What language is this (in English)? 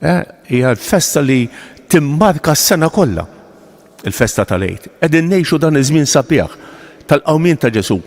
Maltese